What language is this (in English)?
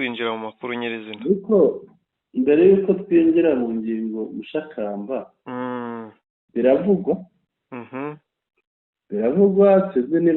Kinyarwanda